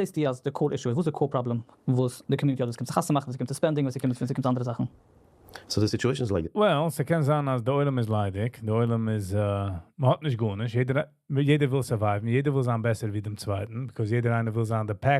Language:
Yiddish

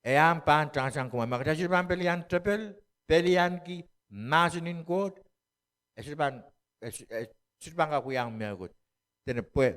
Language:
Pohnpeian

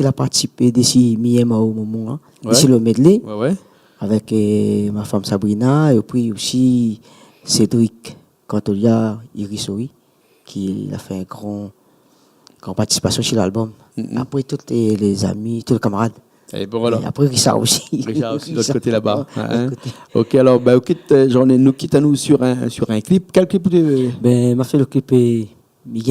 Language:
Réunion Creole French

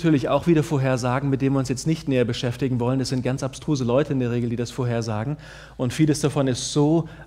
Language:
German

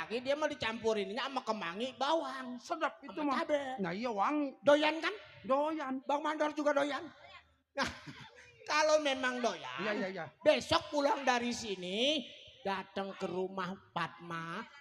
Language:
Betawi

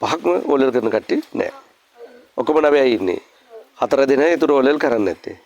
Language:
Sinhala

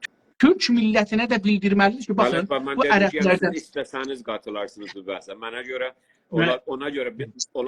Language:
South Azerbaijani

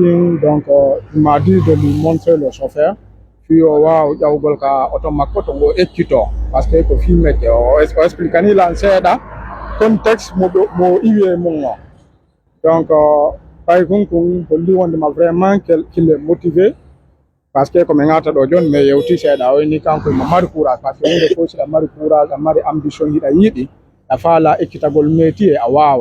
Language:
Pular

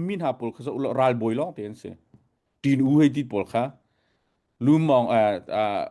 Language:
Hakha Chin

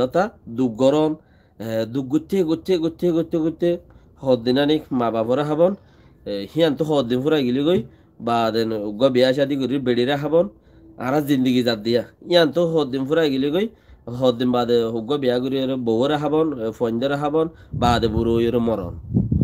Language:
Rohingya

